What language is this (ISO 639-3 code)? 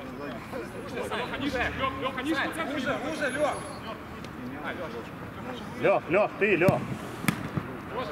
rus